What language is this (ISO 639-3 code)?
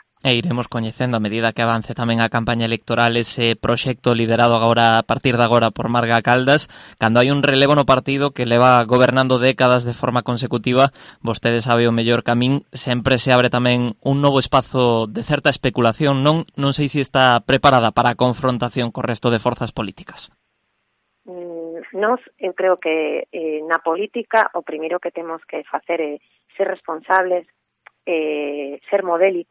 glg